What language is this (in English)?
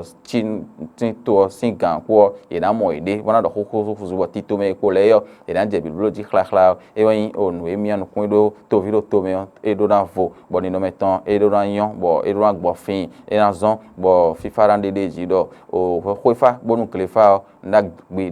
Fon